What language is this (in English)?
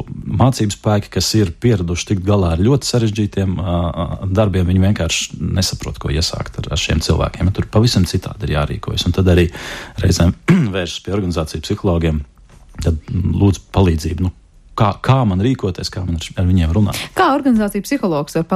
Latvian